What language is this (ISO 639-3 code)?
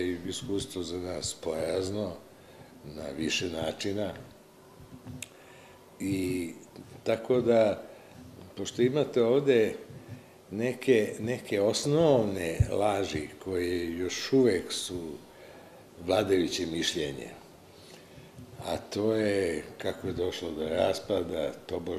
srp